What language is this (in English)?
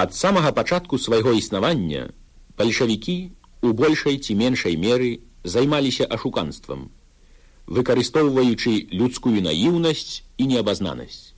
Belarusian